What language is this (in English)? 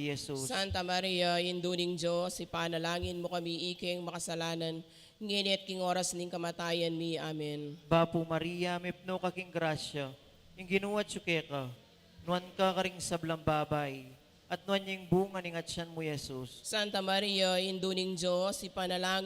Pampanga